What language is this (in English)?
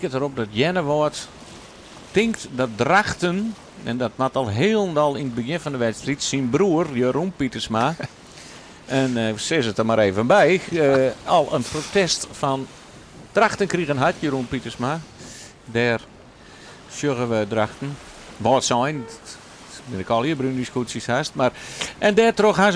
Western Frisian